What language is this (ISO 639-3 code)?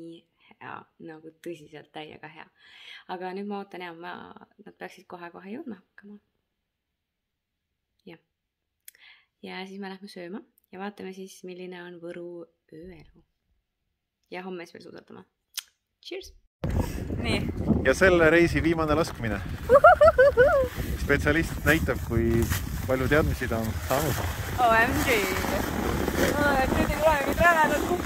est